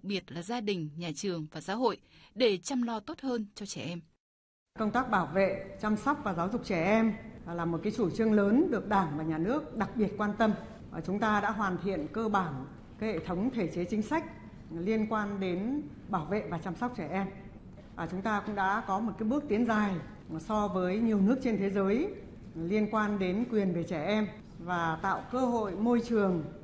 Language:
Vietnamese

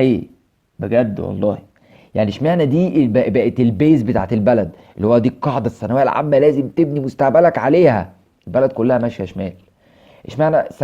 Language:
Egyptian Arabic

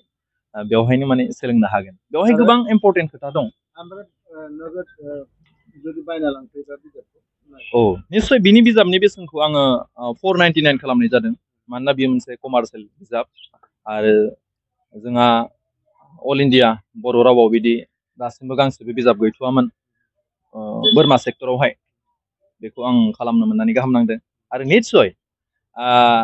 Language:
Bodo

